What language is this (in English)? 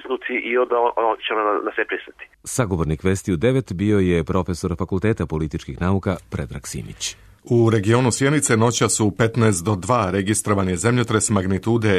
Serbian